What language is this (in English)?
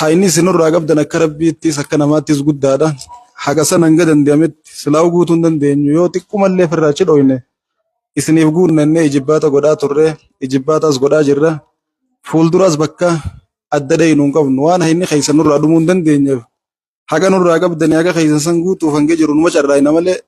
Oromo